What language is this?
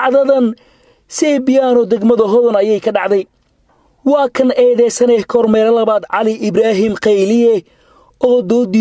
Somali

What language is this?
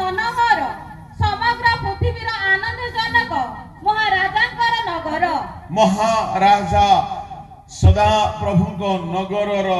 Odia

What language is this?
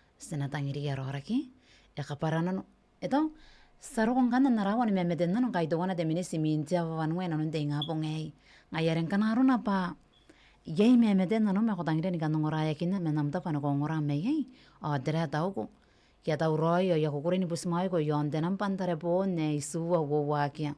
Gilbertese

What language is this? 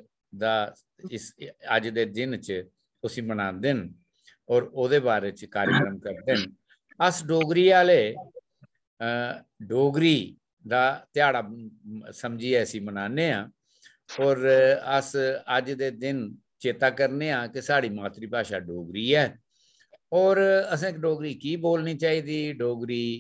Dogri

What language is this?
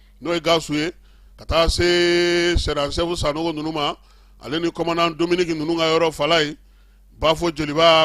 Bambara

